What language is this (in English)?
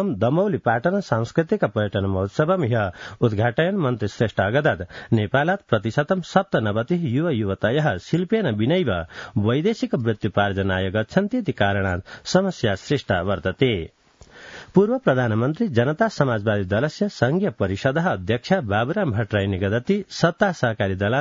Sanskrit